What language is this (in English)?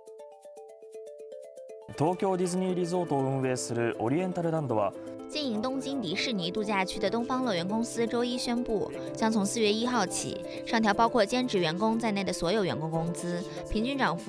Chinese